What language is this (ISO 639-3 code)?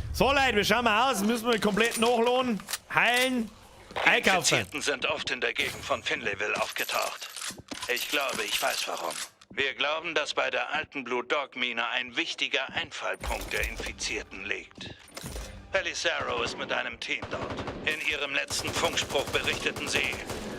bar